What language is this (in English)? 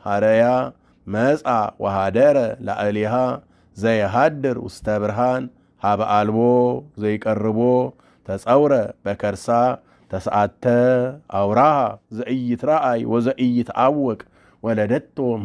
Geez